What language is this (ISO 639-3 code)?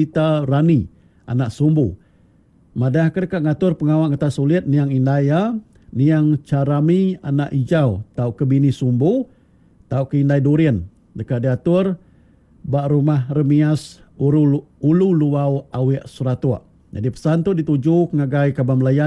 iba